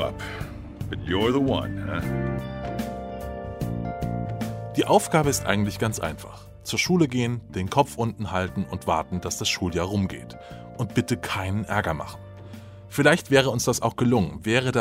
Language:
German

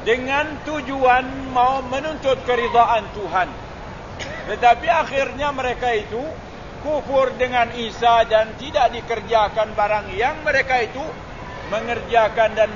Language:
Malay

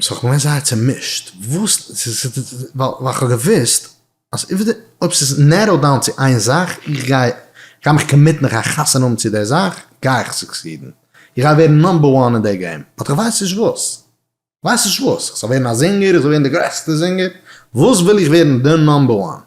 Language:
Yiddish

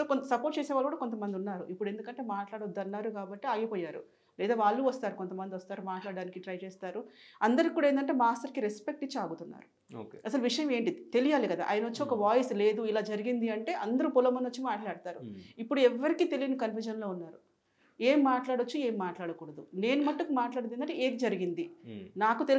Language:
Telugu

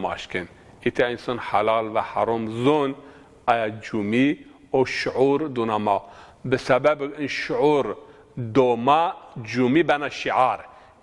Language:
Zaza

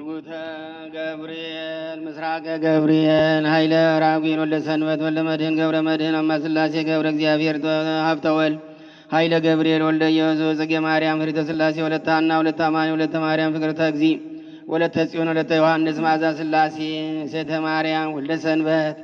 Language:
Amharic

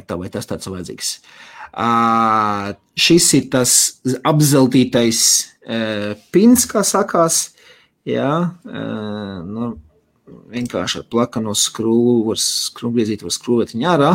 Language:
Latvian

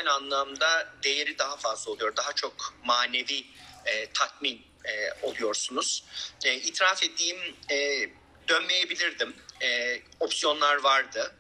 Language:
Turkish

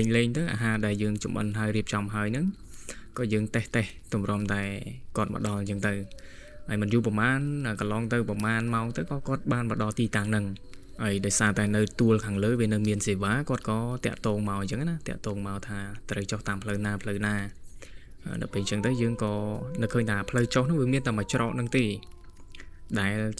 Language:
Khmer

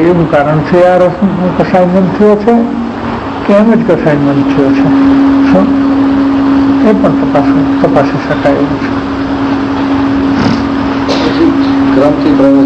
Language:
Gujarati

